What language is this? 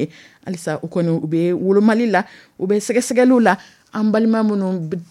Dyula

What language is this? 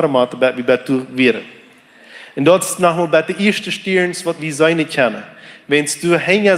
Plautdietsch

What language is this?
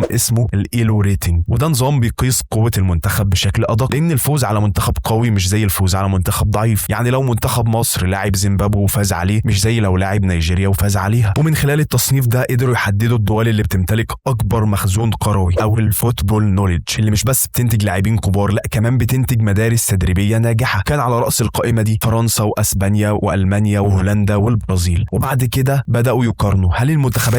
Egyptian Arabic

